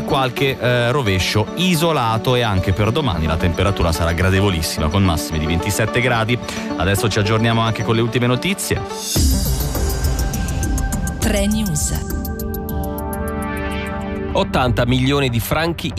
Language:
Italian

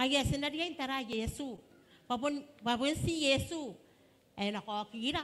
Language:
Gilbertese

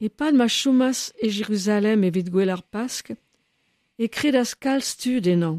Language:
Breton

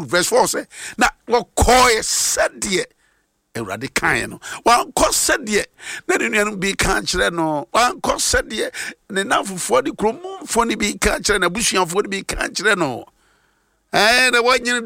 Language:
Akan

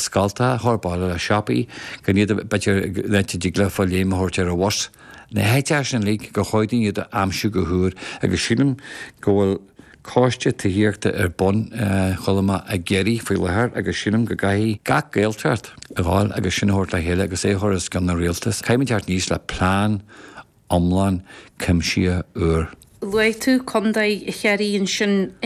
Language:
Irish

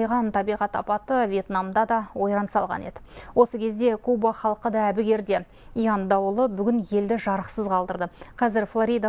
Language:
Kazakh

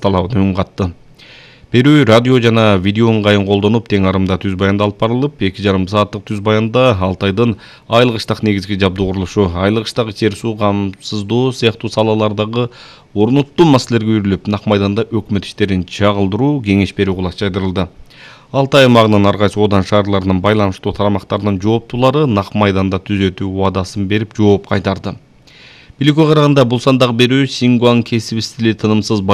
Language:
Kyrgyz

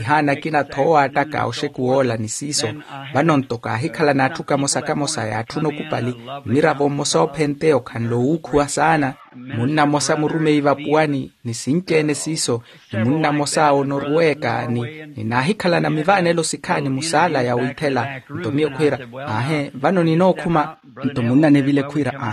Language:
Makhuwa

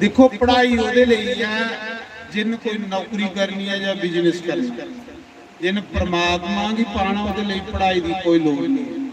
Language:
Dogri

